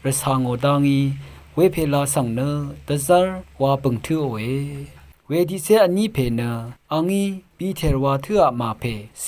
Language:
Rawang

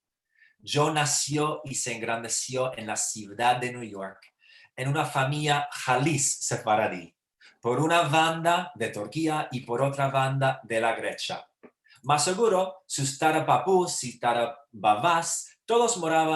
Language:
Ladino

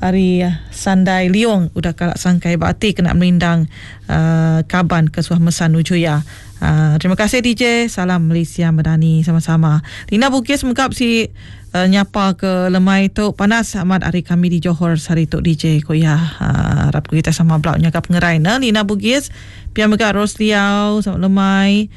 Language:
Iban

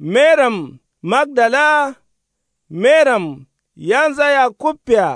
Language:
Kanuri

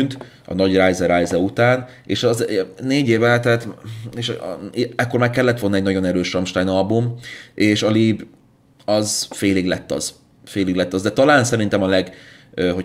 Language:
Hungarian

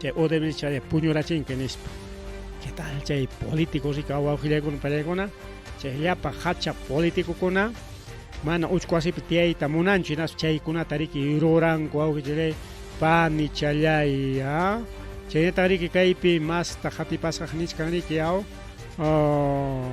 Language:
Ayacucho Quechua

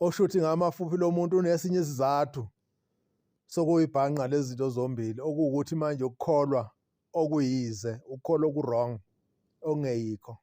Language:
Zulu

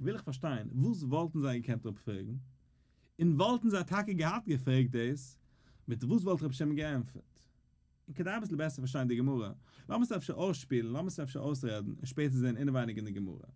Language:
Yiddish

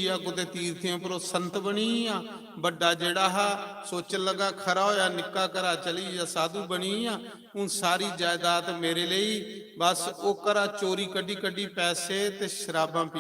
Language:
Dogri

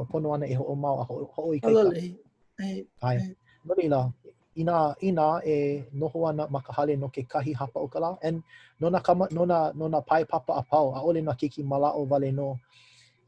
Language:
Hawaiian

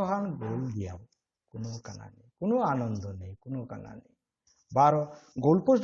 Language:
Bishnupriya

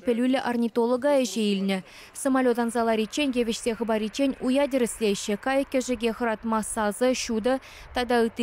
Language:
Chuvash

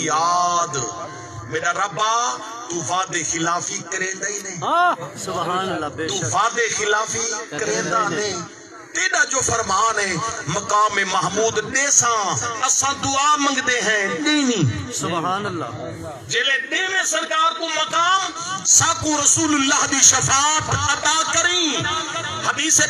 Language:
Saraiki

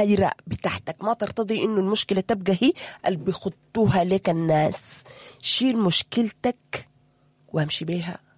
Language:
Sudanese Arabic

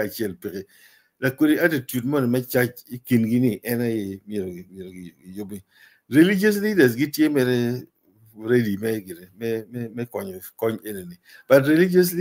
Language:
Acoli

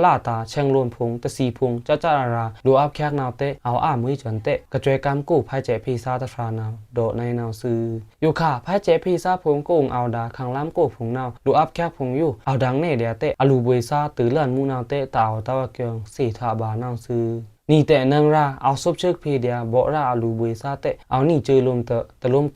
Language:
Pa'o Karen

